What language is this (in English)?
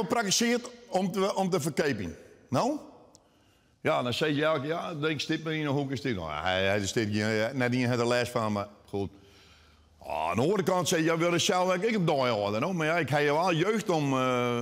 Western Frisian